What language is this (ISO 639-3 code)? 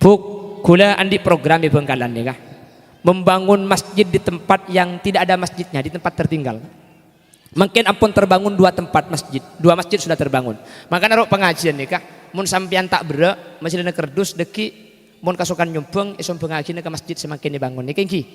mad